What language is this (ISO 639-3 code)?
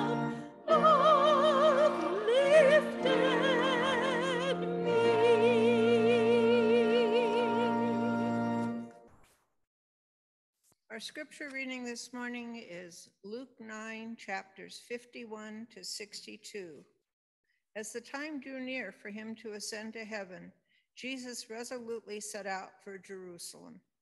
eng